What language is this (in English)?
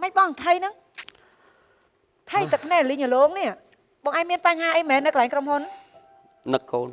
Khmer